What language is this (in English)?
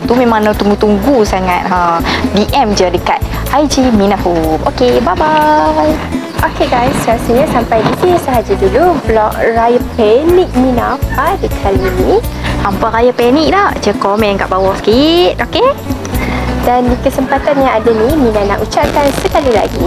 Malay